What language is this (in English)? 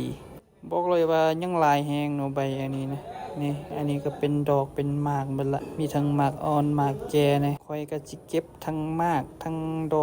Lao